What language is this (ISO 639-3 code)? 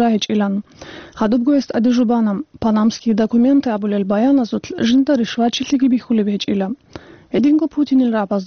ava